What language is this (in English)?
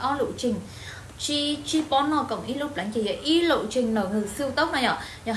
Hmong